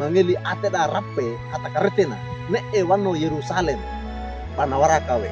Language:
Wejewa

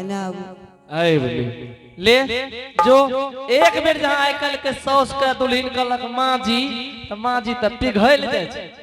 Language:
Angika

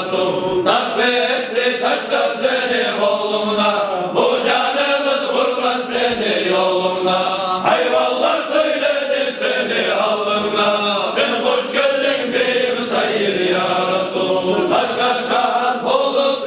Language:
Kumyk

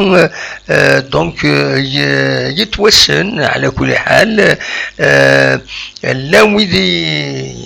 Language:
Kabyle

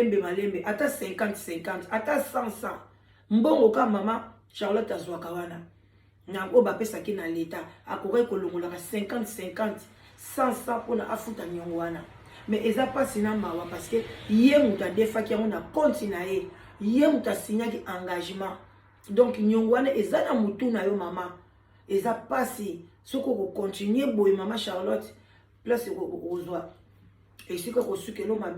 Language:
Lingala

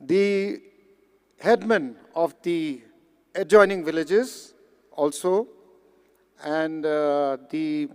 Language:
Tangkhul Naga (India)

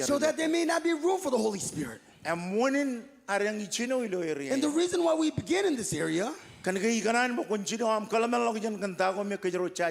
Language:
Marshallese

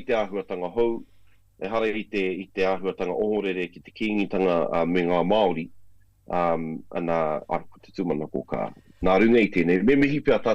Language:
Māori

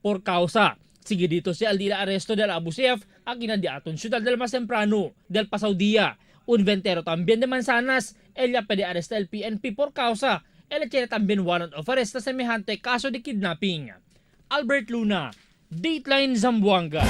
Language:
Chavacano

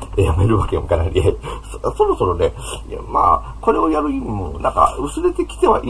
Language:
Japanese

